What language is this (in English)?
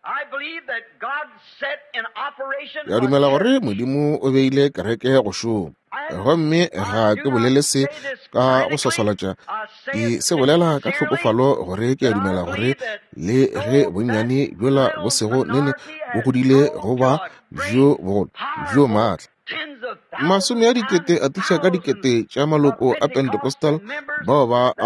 Northern Sotho